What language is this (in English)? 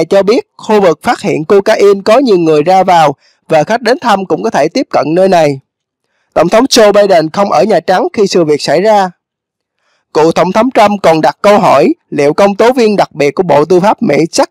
Vietnamese